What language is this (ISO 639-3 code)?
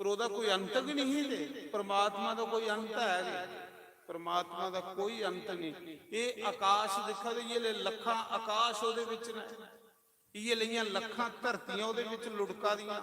doi